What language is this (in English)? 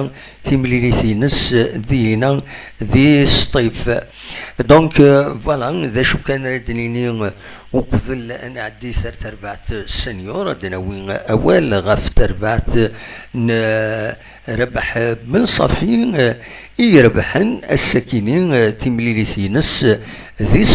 Kabyle